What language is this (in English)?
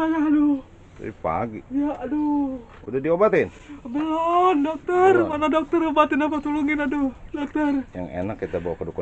Betawi